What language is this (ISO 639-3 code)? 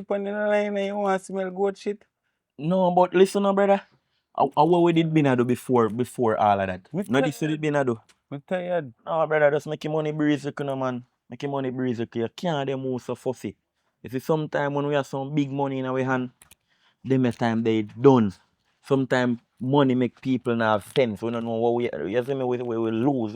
jam